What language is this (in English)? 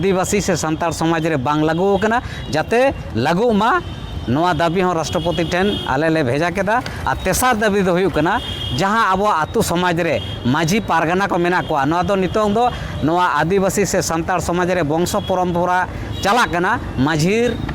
Santali